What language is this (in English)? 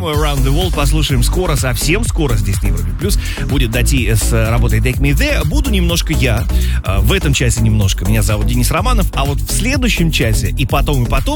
Russian